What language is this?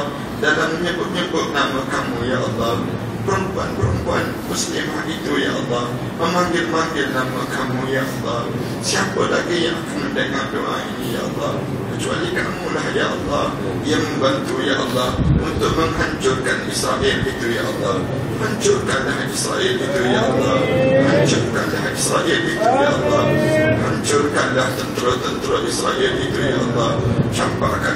Malay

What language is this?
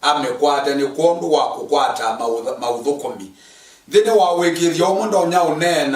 Kamba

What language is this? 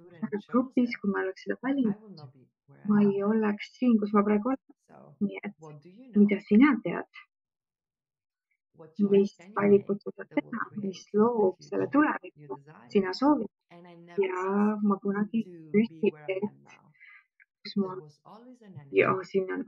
Estonian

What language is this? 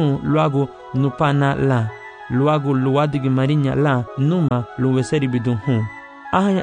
Garifuna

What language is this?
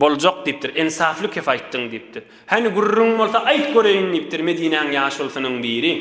Turkmen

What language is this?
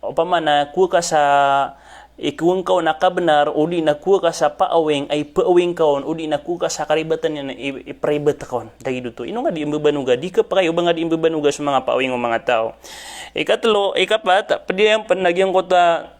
Maranao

